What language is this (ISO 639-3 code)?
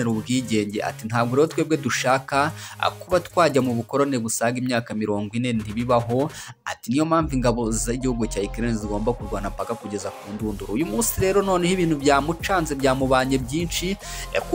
kin